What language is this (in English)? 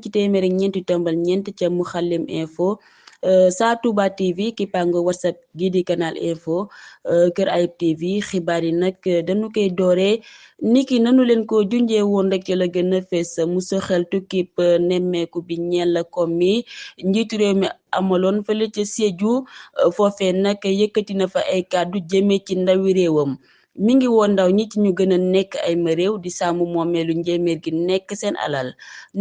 Wolof